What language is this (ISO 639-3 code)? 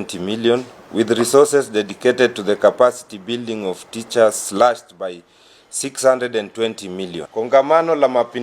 guz